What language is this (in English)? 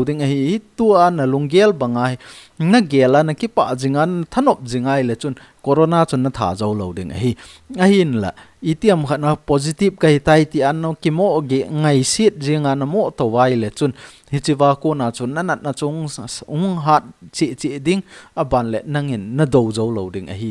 Thado Chin